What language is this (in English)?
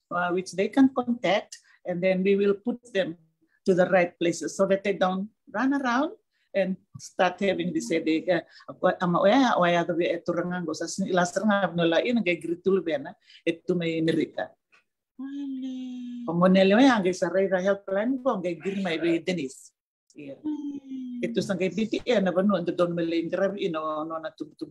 Fijian